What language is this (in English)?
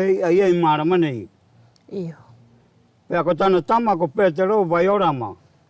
Wallisian